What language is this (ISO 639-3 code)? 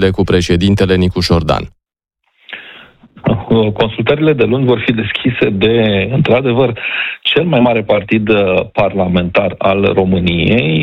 ron